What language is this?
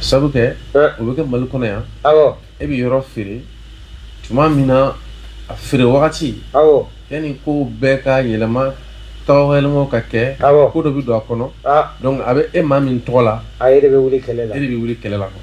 Bambara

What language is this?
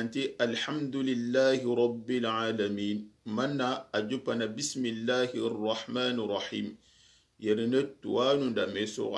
Soninke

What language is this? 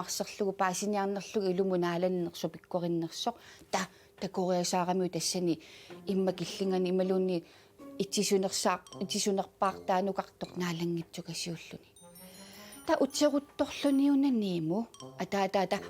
Kalaallisut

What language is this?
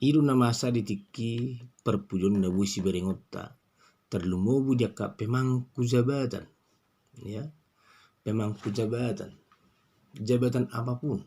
Batak Toba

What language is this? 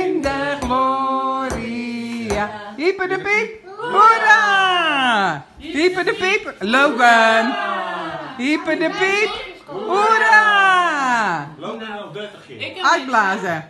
Dutch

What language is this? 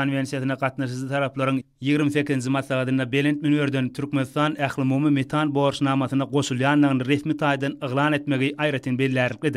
Turkmen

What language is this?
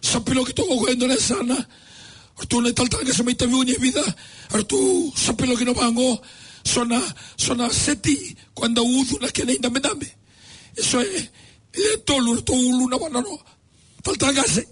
Fijian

